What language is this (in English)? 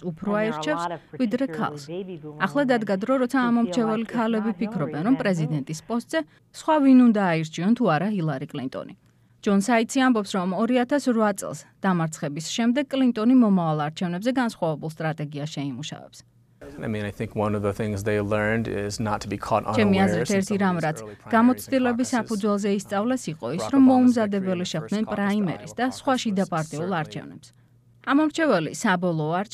Georgian